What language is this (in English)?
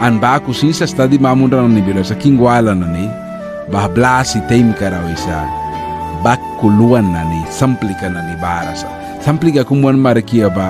Mískito